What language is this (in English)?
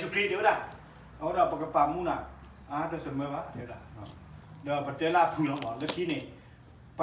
S'gaw Karen